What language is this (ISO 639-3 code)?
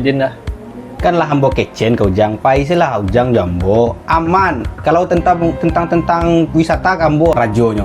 min